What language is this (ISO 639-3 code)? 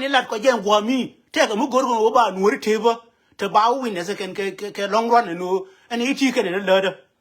nus